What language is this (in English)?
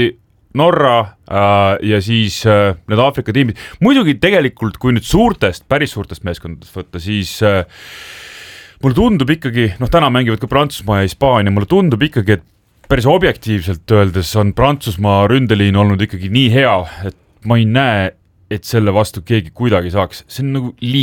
Estonian